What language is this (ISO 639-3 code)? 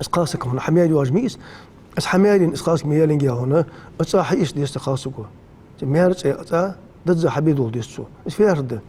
inh